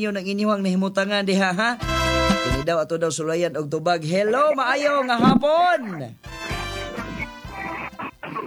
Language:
Cebuano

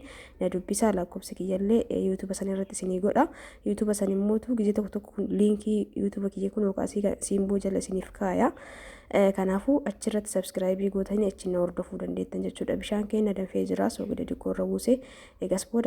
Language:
Oromo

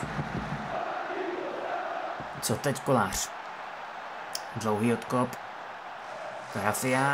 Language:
Czech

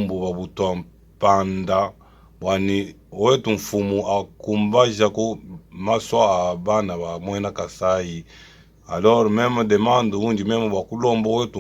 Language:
Luba-Lulua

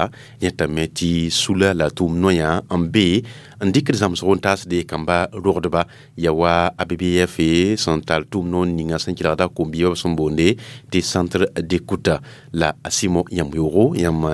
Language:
Mossi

